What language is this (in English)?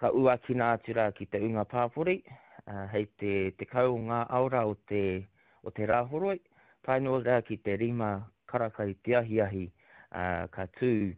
Māori